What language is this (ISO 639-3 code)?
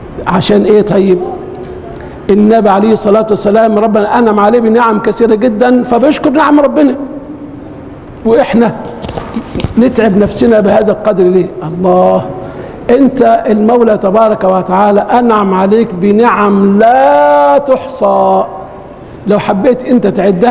arz